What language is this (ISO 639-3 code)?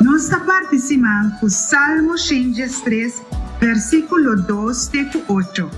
pap